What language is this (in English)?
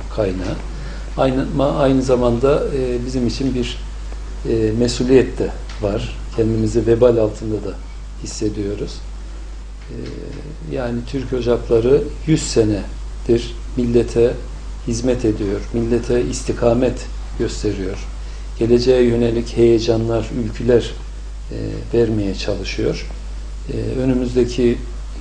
Turkish